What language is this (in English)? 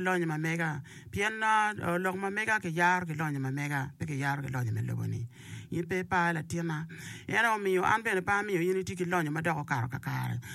Acoli